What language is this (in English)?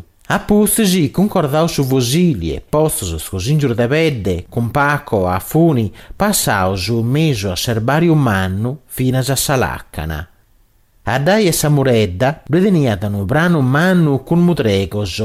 Sardinian